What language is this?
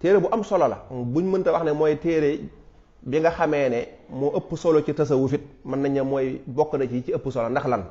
Wolof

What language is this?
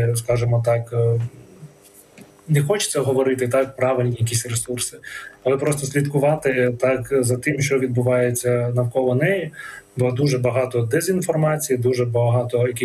Ukrainian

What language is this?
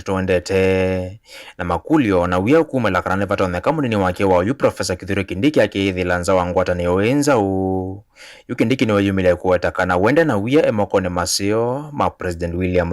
Kamba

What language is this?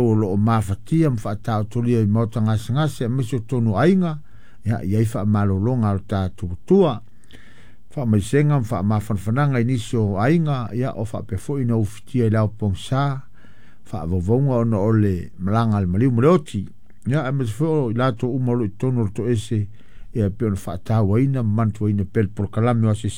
Samoan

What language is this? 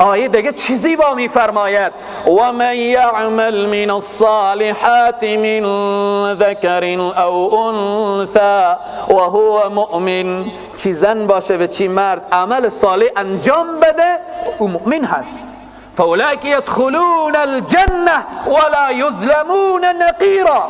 Persian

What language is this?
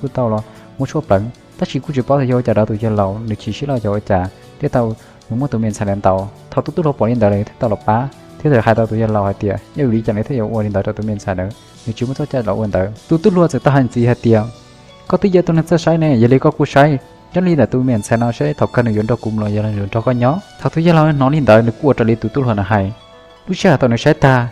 Hmong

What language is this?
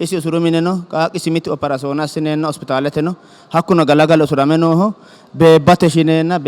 Sidamo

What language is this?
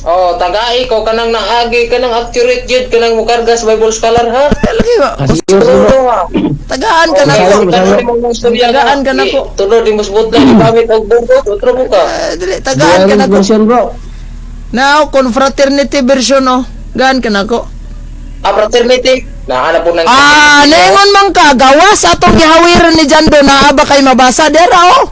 Cebuano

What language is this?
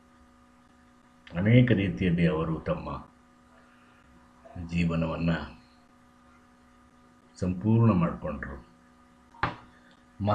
Kannada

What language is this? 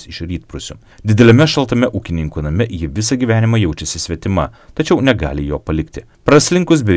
Lithuanian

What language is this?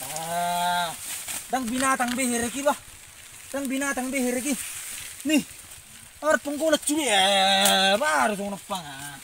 Batak Toba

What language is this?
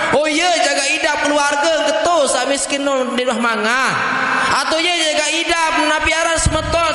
Sasak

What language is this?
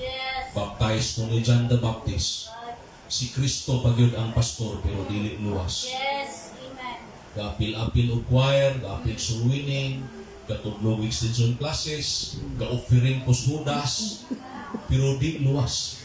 Cebuano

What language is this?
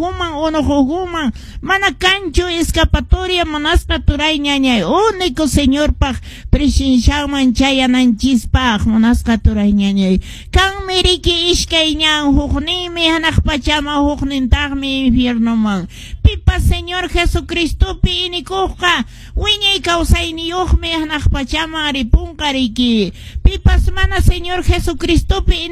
Quechua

